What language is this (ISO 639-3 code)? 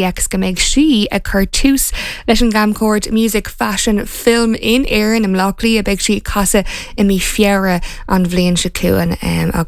gle